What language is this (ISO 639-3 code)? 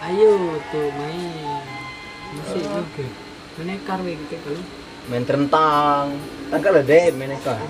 mui